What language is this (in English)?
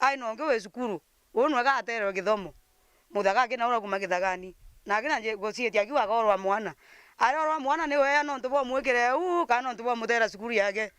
Meru